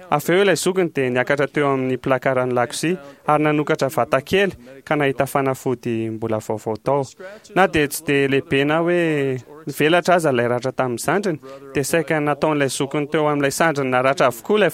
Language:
Malagasy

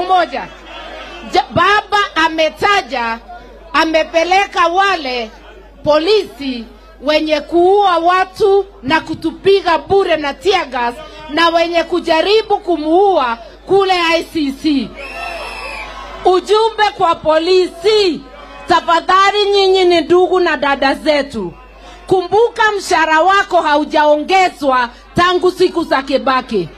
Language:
Swahili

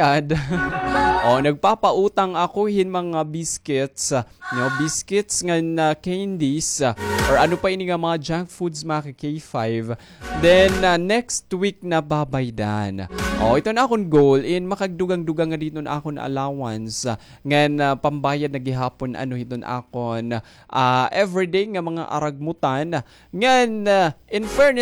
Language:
Waray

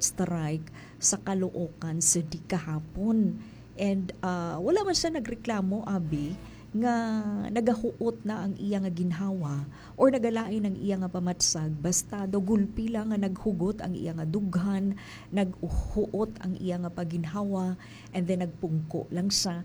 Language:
Hiligaynon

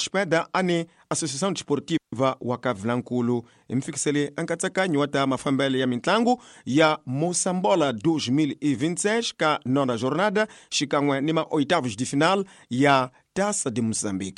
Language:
Tsonga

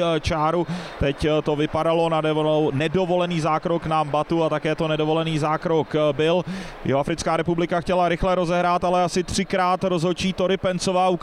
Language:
Czech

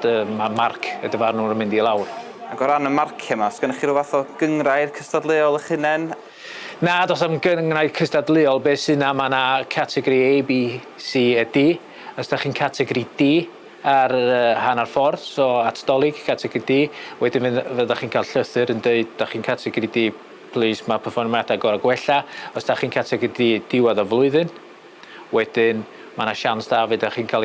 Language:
Welsh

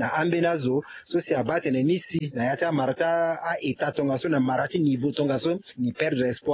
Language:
Sango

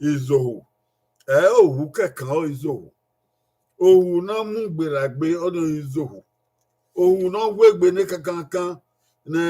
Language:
Bini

